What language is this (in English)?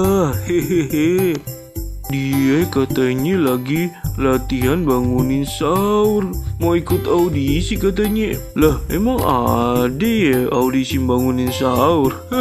Betawi